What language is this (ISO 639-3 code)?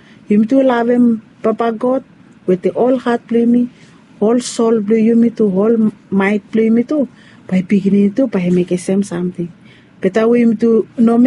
bis